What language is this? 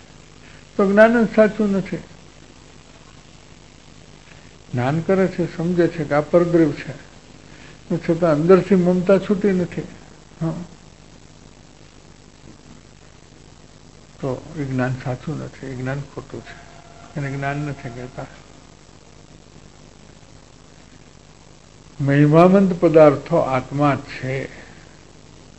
Gujarati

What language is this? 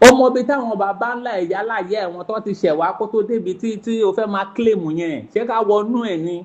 Yoruba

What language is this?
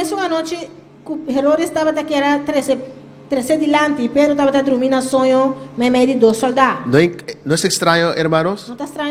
Papiamento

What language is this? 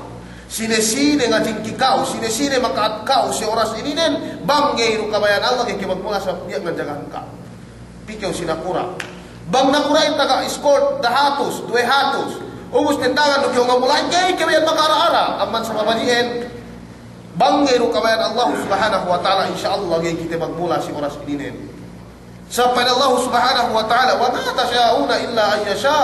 Yakan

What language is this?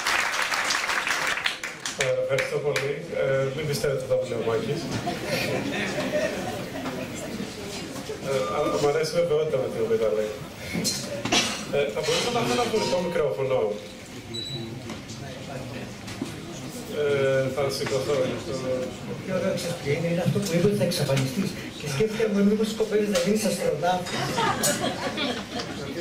Greek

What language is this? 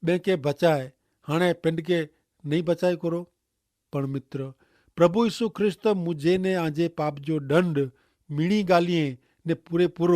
Kachhi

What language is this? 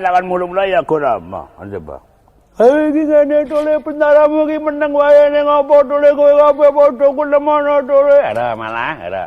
Javanese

